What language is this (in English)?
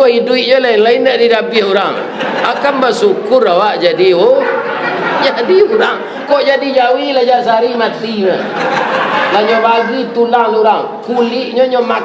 Minangkabau